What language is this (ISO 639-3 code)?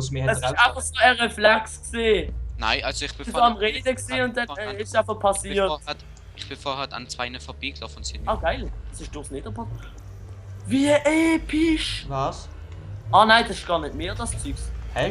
gsw